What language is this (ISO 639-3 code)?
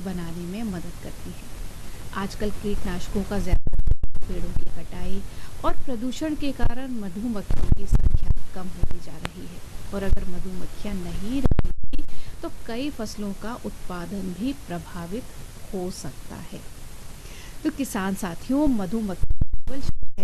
hin